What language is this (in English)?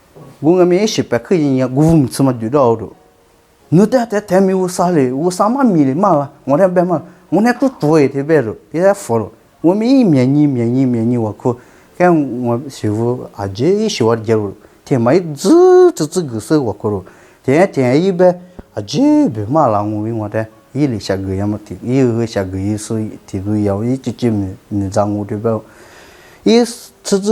Lisu